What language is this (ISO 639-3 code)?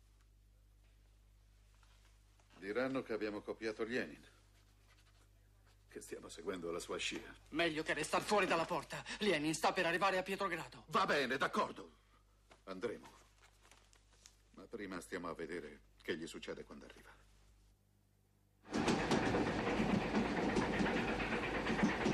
ita